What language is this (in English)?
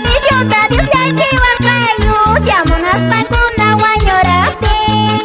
Quechua